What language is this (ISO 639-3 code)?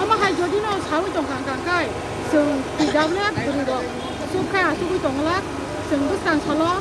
trp